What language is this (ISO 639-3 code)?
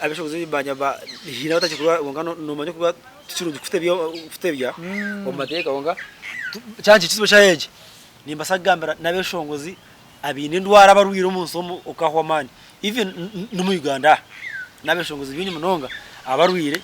nyn